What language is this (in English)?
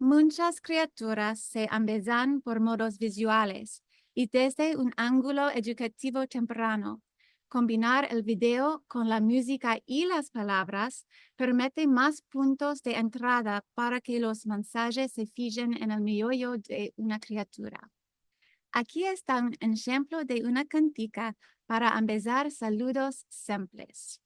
Ladino